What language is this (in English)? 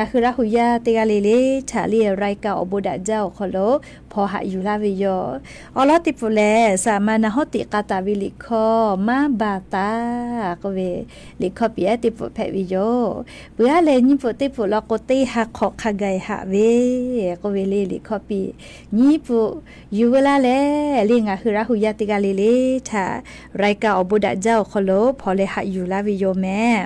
Lahu